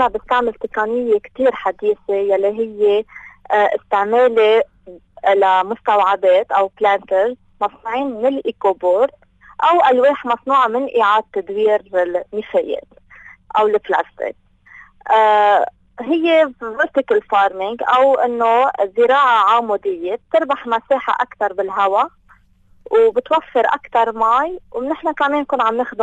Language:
North Levantine Arabic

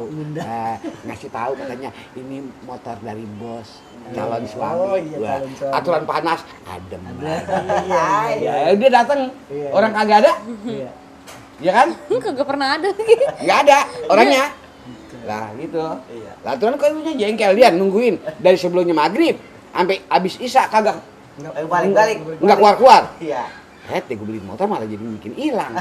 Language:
Betawi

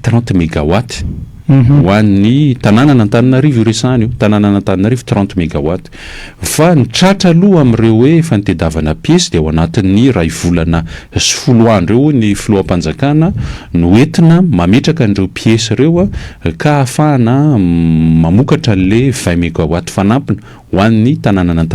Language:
Malagasy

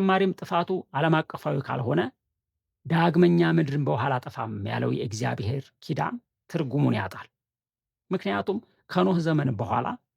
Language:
Amharic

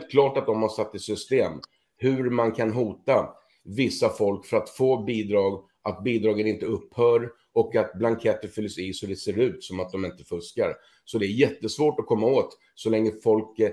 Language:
Swedish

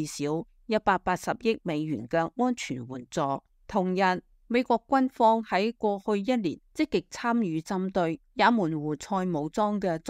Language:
Cantonese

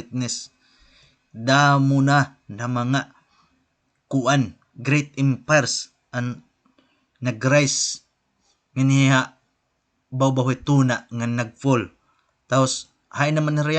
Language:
Waray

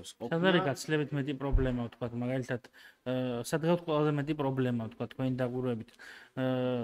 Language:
Georgian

